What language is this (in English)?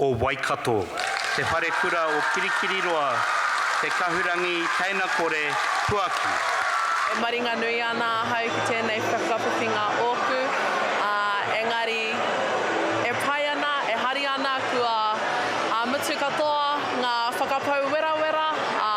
Māori